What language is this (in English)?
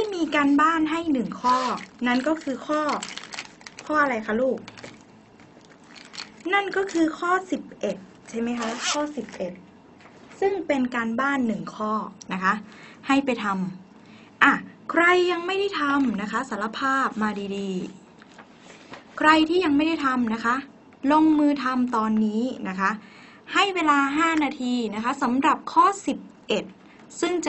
Thai